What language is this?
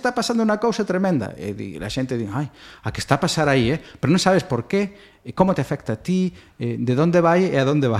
Galician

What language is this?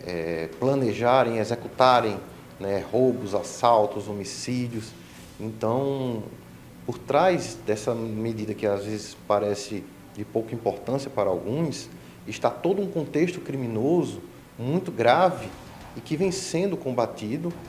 Portuguese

